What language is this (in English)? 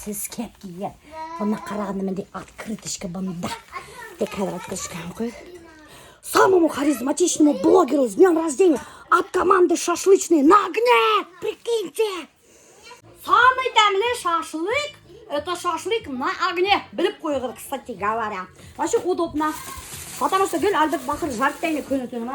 Bashkir